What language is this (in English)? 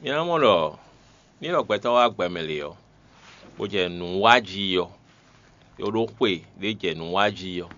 Fon